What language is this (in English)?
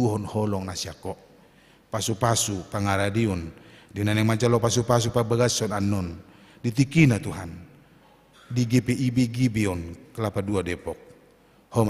Batak Toba